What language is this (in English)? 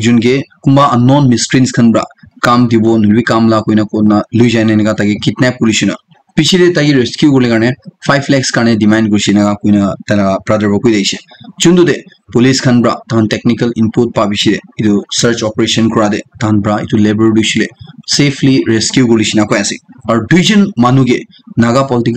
Naga Pidgin